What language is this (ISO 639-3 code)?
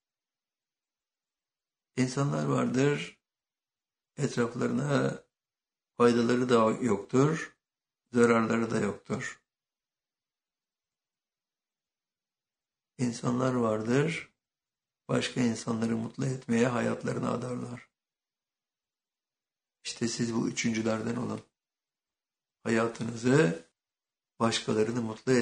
tur